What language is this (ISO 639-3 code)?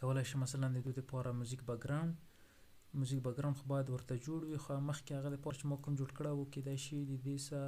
pus